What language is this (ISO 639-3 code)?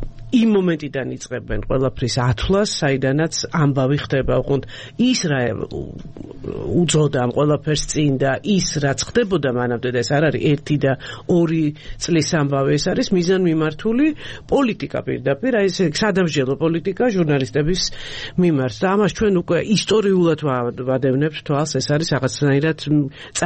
kat